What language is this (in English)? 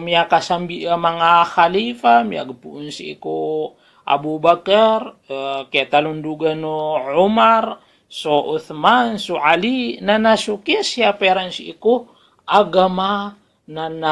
Maranao